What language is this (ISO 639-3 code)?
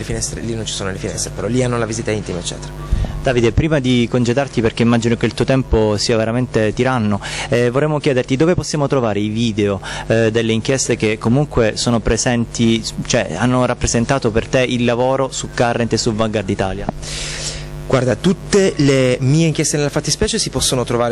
ita